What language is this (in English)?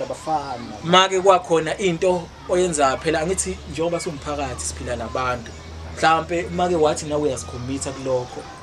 Zulu